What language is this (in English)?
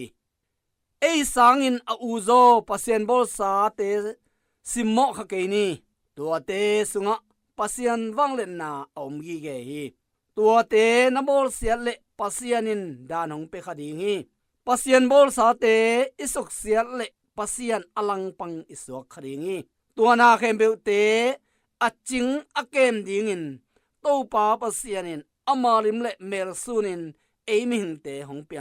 Tedim Chin